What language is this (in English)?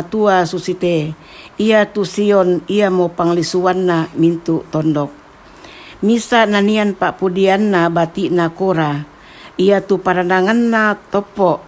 Toraja-Sa'dan